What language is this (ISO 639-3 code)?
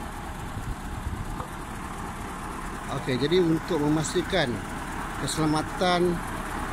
msa